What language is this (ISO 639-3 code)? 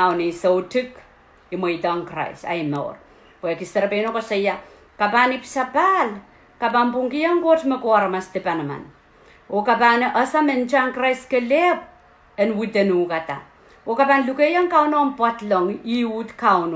pon